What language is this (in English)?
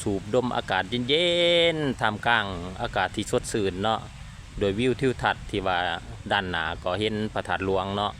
Lao